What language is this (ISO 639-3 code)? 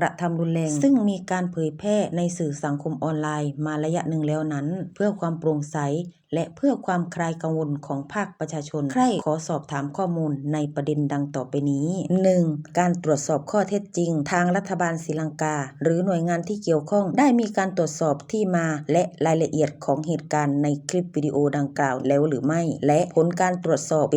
lao